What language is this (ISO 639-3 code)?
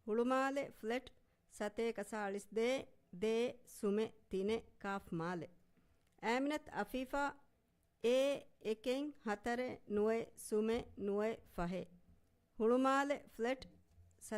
div